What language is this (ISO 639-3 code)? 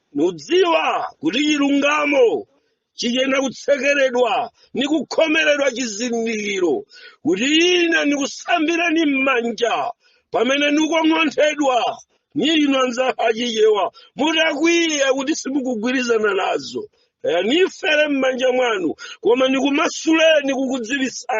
nya